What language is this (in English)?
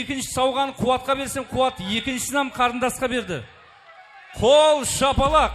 Kara-Kalpak